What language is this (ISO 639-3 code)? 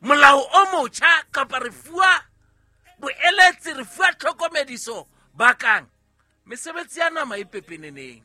sot